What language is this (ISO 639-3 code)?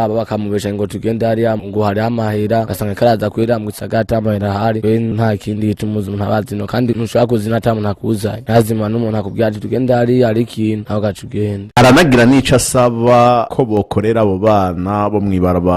run